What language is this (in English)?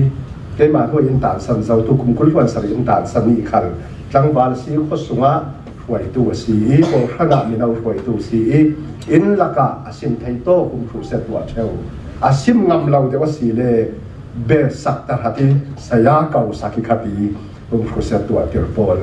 Falam Chin